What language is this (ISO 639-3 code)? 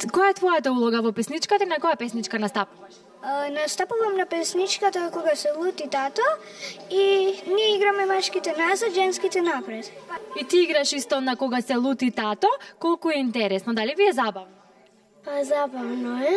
mkd